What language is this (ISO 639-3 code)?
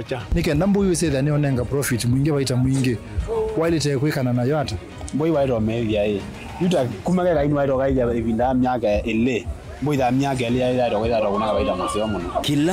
kam